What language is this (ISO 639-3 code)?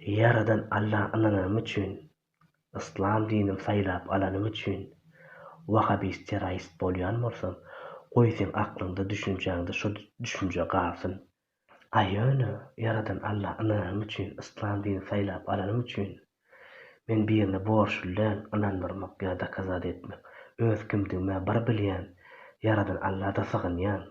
tuk